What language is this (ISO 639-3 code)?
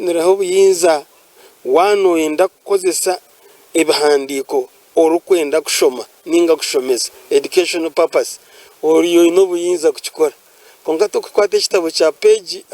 nyn